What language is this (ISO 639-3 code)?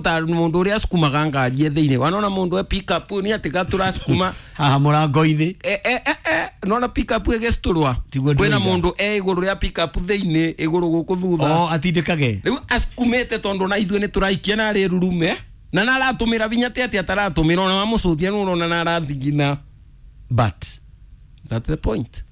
kik